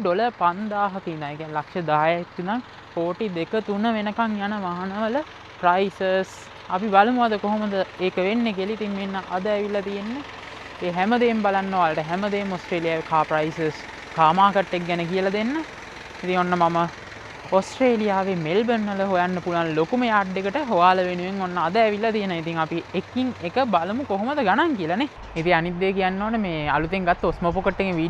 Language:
Sinhala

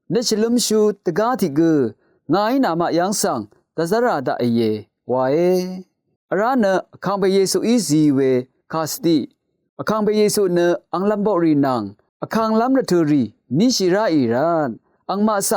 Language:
Rawang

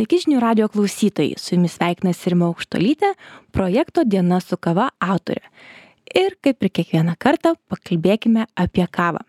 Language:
Lithuanian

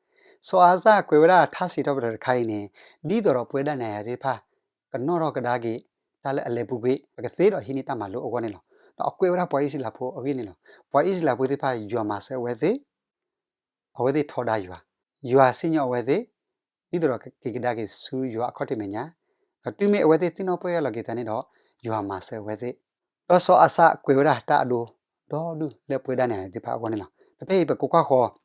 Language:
S'gaw Karen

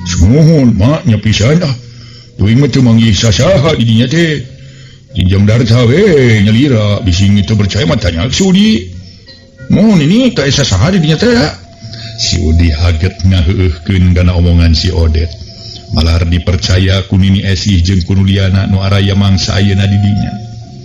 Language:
Sundanese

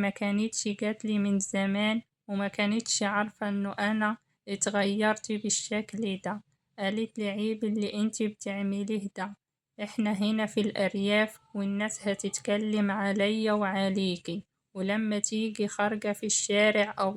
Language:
Egyptian Arabic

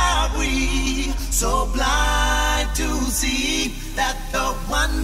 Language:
English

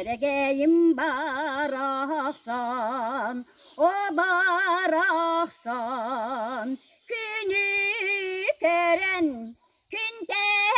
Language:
Yakut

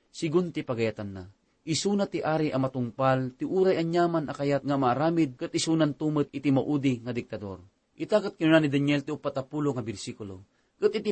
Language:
Iloko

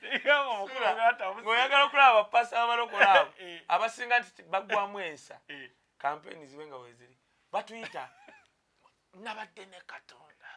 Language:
Ganda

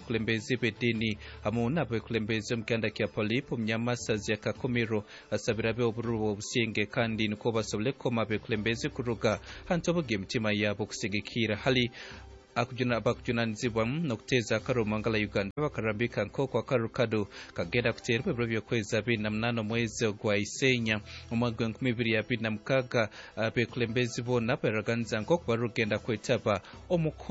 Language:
Nyankole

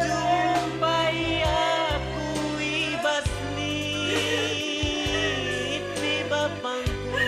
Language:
Batak Karo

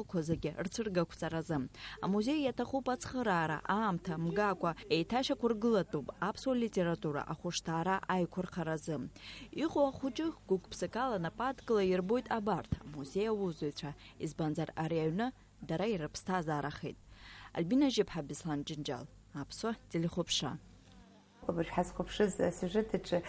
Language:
Abkhazian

